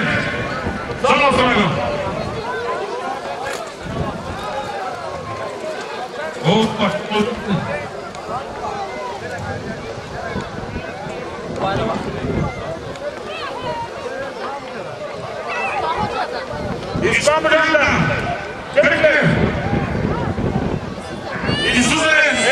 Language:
Turkish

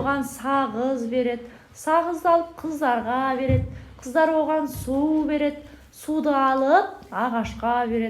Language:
Kazakh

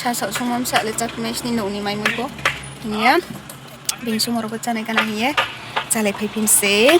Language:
Riang (India)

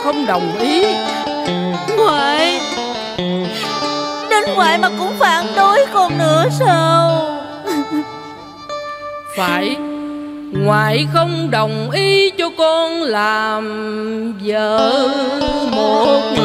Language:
Vietnamese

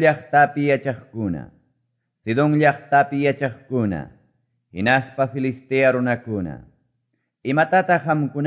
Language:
Quechua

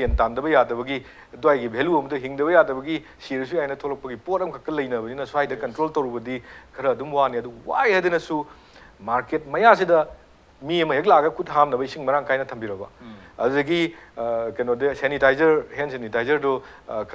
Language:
Manipuri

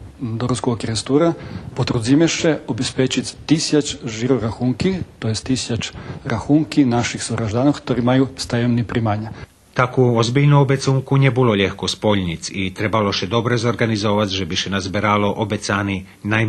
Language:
Rusyn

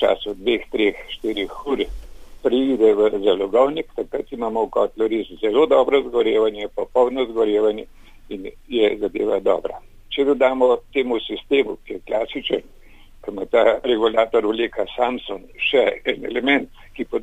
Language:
Slovenian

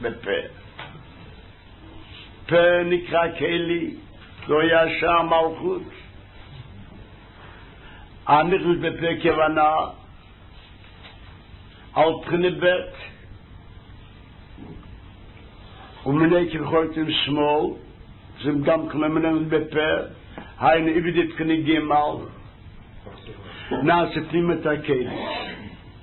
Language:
Hebrew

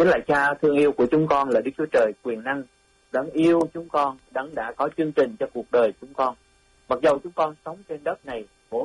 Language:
Vietnamese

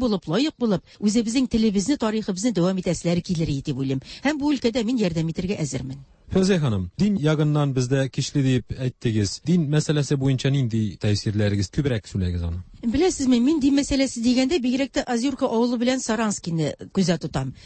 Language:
Tatar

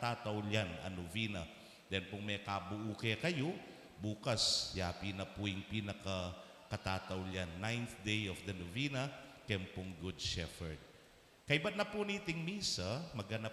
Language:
Pampanga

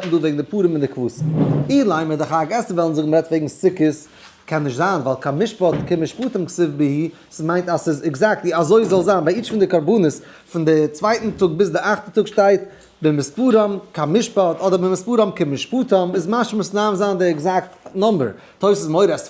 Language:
Yiddish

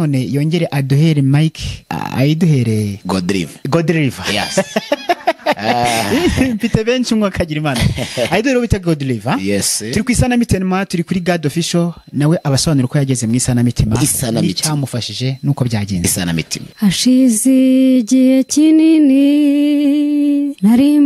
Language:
Kinyarwanda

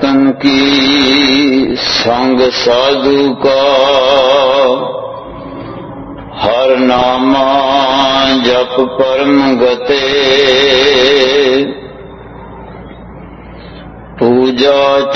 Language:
Punjabi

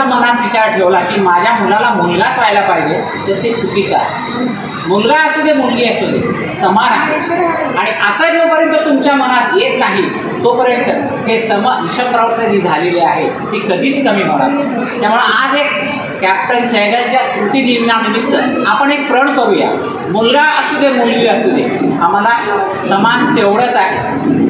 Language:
Marathi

